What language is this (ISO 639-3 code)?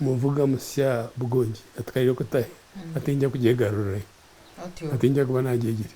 nyn